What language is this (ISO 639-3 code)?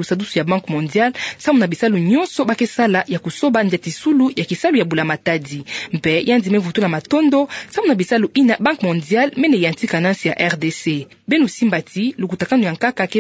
ktu